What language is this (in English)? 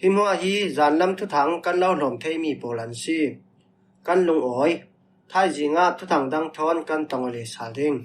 Falam Chin